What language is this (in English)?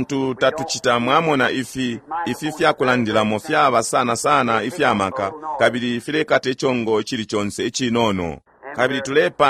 Bemba